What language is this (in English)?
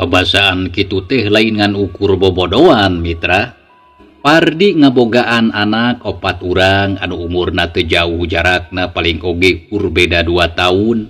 Sundanese